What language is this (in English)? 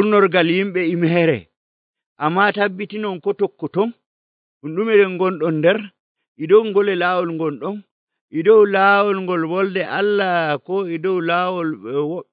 Nigerian Fulfulde